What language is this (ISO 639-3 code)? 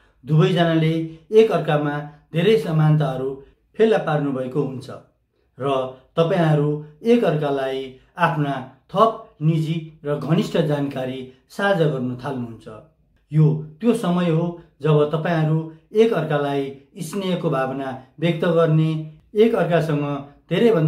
nep